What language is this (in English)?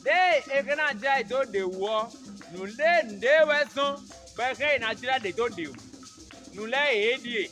Fon